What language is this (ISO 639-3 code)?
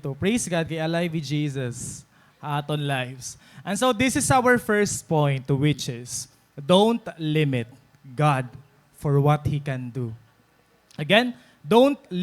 war